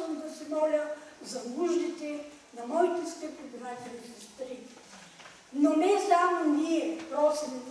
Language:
Bulgarian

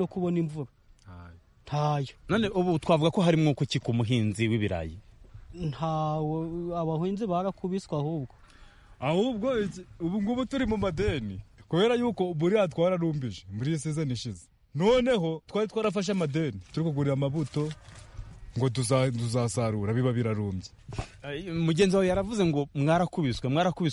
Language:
Kinyarwanda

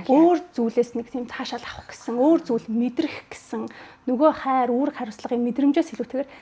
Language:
Mongolian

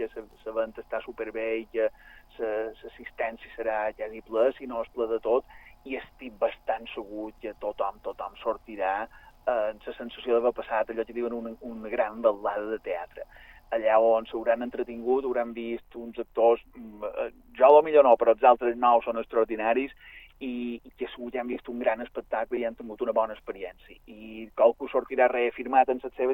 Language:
Catalan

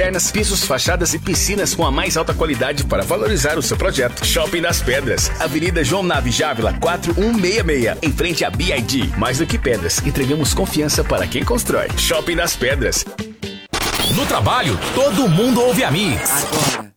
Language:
Portuguese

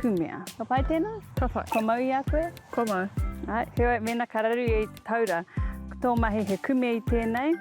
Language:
Māori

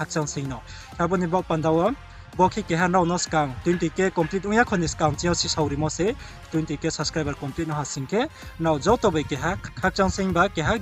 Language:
Riang (India)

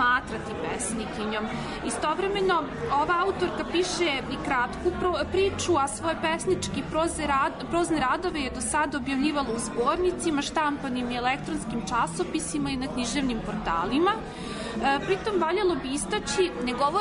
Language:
Serbian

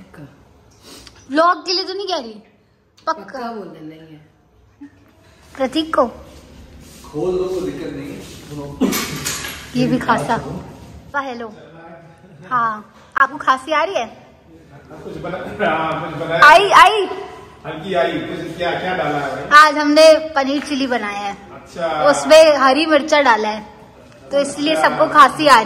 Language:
Hindi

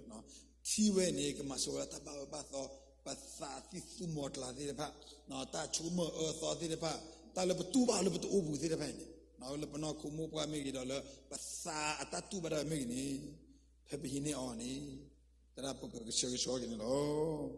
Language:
S'gaw Karen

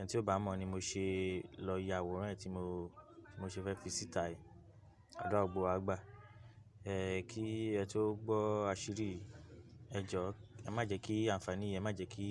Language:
Yoruba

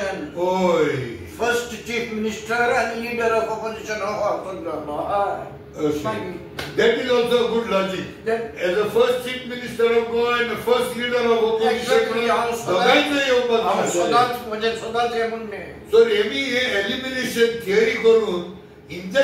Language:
Konkani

